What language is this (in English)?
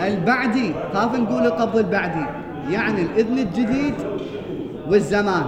Mesopotamian Arabic